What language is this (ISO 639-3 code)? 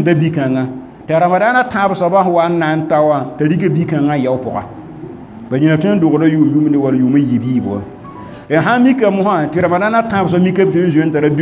mos